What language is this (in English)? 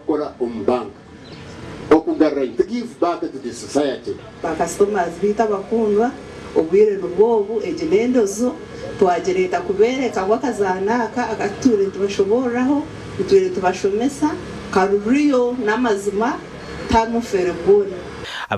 Nyankole